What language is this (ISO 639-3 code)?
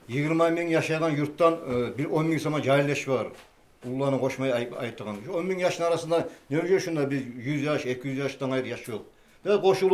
kum